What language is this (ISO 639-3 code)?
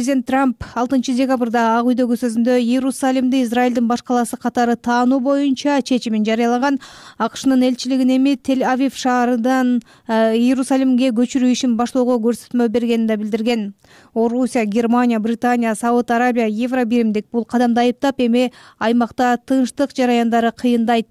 kir